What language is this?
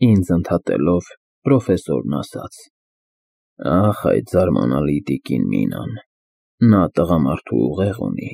Armenian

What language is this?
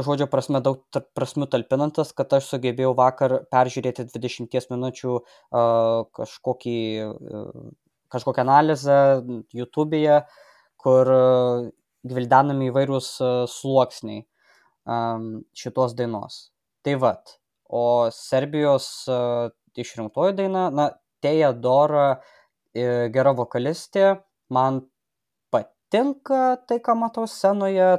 Lithuanian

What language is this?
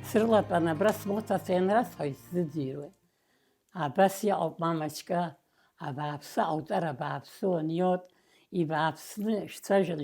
Abkhazian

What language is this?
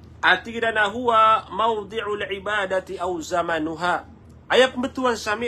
Maranao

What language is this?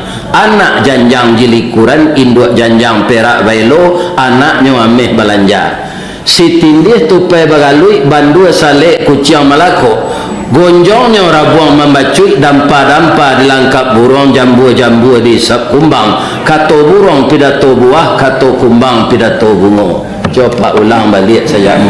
Minangkabau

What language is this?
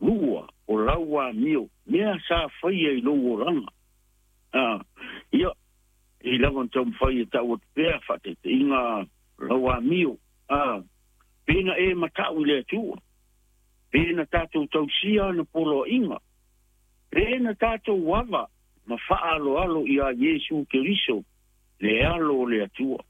Samoan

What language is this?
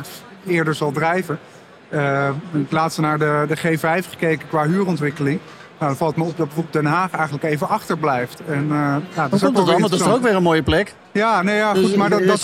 Dutch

